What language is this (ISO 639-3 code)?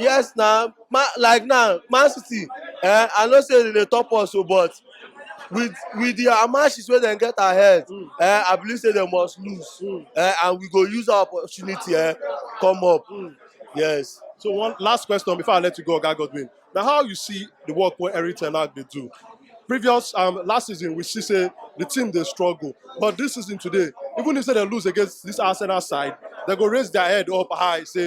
pcm